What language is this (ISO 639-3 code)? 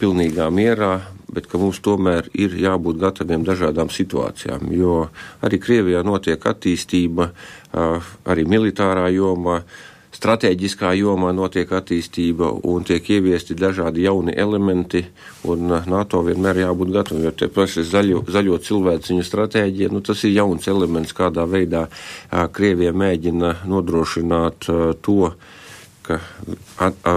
lav